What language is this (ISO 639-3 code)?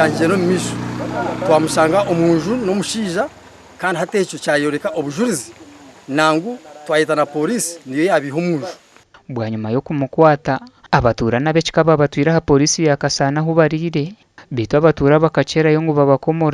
nyn